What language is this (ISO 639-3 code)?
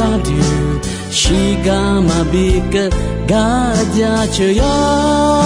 ahk